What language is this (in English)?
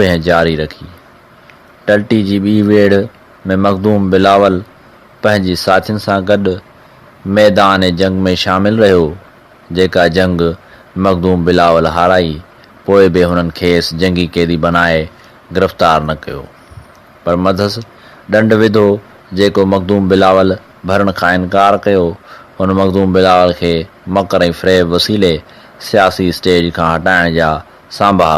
Sindhi